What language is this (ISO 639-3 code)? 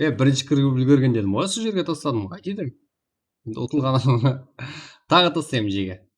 kaa